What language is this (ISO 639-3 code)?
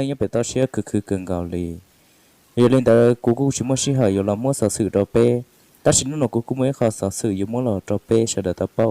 hmn